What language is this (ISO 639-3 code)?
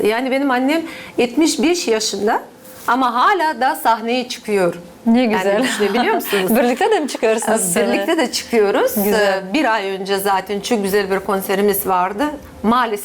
gag